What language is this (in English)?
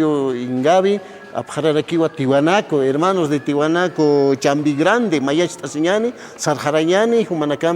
Aymara